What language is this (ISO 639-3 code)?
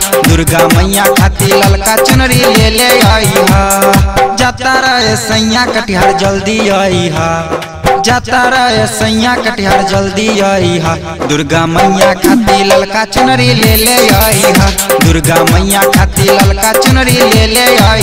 bho